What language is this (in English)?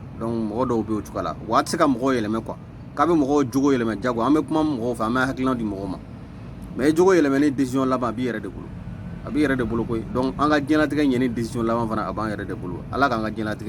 Bambara